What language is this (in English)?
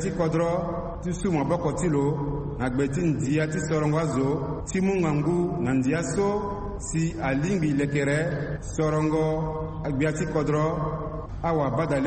Sango